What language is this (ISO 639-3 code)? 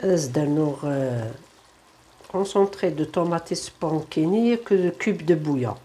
kab